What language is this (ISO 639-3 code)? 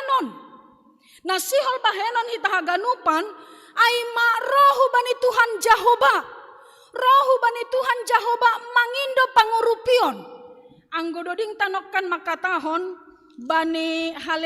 bts